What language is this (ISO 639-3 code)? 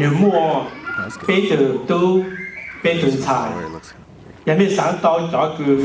hmn